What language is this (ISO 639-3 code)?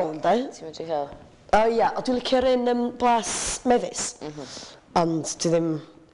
cym